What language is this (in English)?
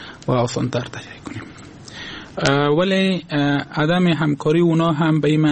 Persian